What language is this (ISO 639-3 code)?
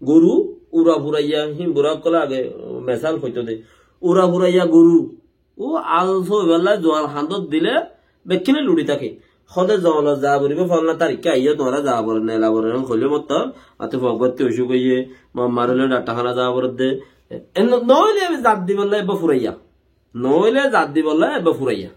rhg